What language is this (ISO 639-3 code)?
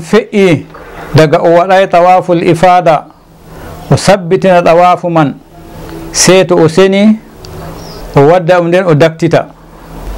ful